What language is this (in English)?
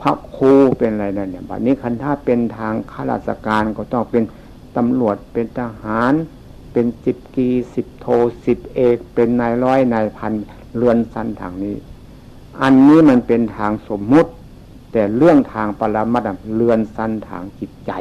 Northeastern Thai